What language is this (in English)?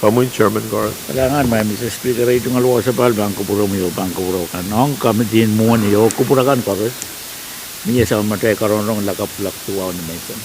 Pohnpeian